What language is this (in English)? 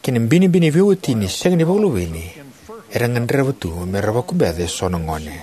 Fijian